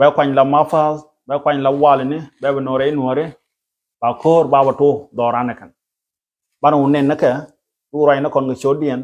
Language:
Nuer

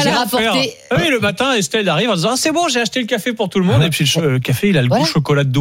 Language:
French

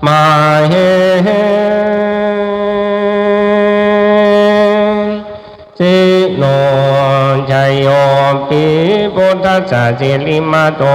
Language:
Pali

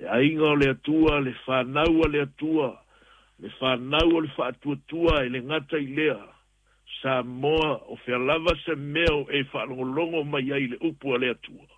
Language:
Samoan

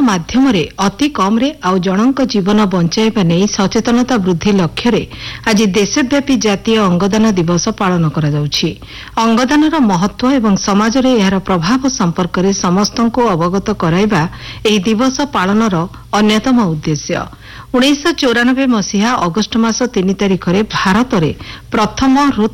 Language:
Odia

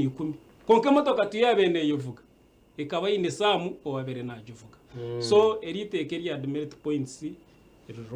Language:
Nyankole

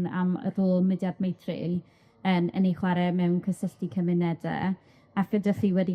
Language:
Welsh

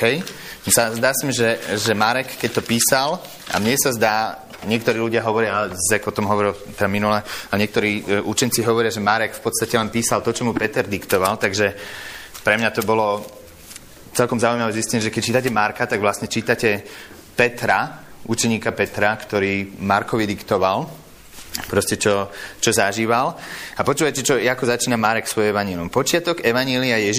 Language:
Slovak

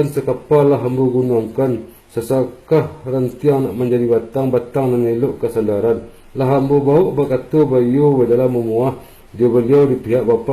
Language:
Minangkabau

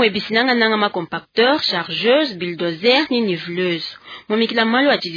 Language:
Luba-Lulua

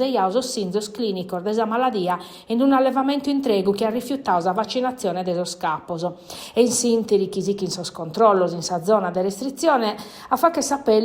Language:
Sardinian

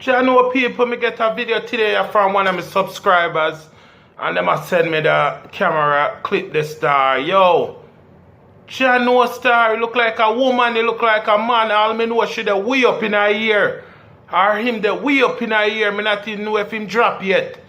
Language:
Jamaican Creole English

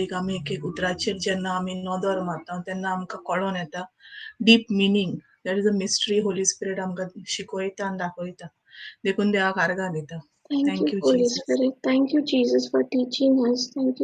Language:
Konkani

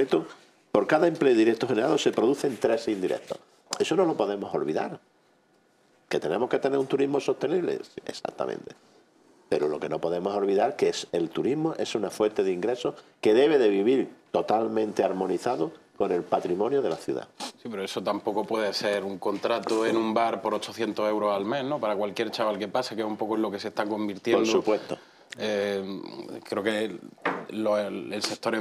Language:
Spanish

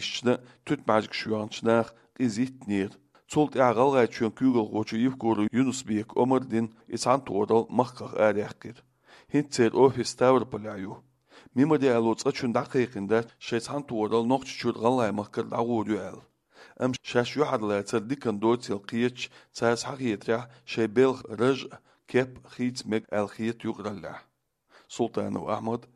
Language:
Chechen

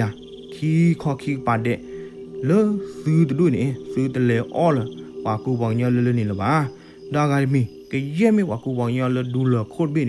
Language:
S'gaw Karen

